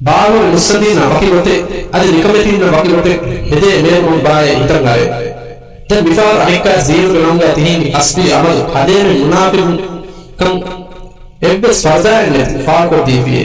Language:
Divehi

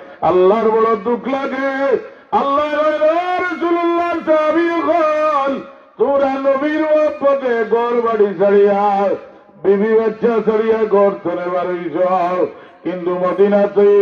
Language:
Sylheti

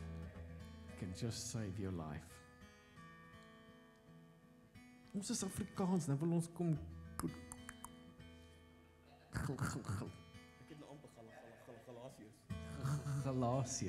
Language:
Afrikaans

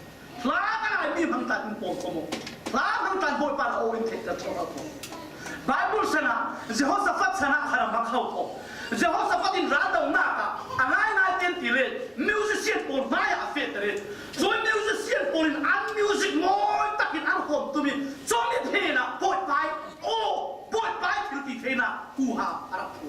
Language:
Falam Chin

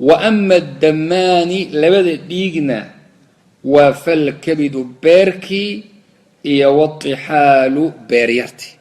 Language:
Somali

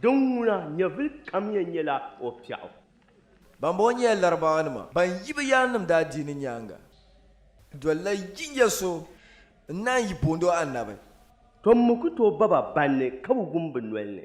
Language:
Dagbani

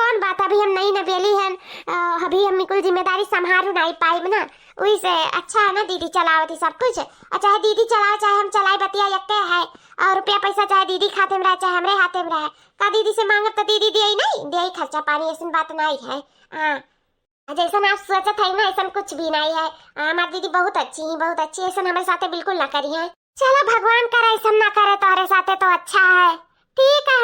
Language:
Awadhi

